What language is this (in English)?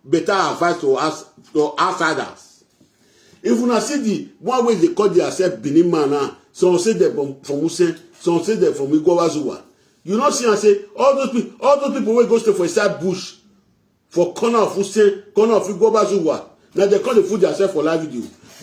Nigerian Pidgin